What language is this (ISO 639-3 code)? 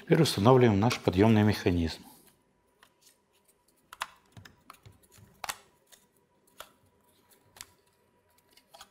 rus